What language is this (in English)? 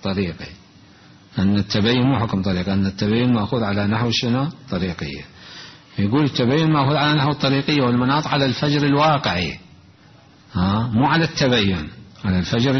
Mesopotamian Arabic